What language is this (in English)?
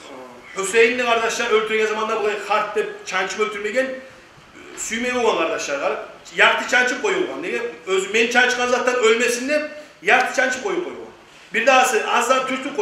Kumyk